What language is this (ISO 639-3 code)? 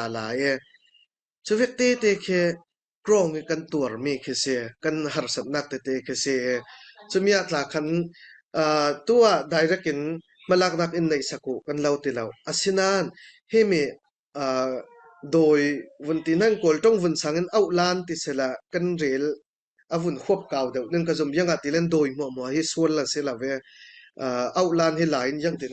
cfm